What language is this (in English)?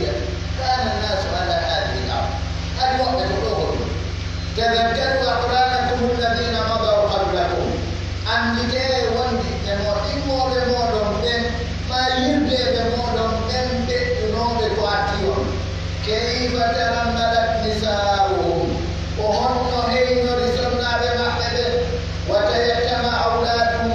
Pular